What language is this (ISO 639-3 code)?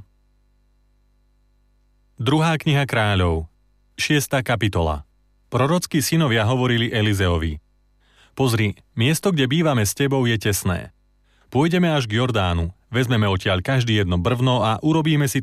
slk